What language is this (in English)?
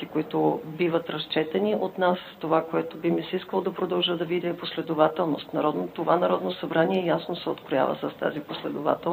Bulgarian